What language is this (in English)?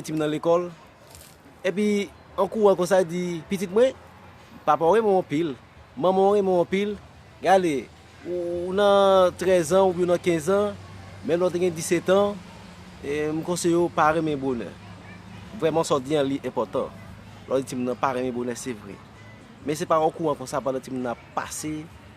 Haitian Creole